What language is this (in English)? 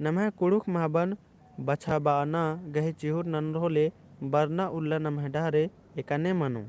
Kurukh